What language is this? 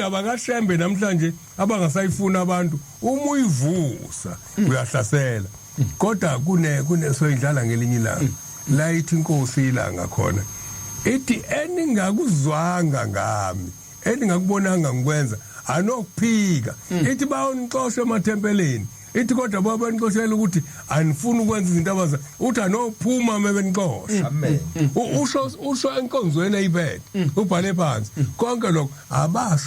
Zulu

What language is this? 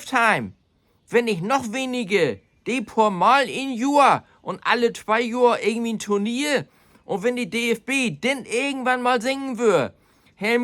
Low German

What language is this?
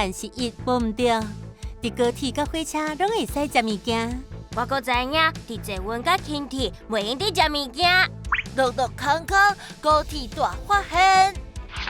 Min Nan Chinese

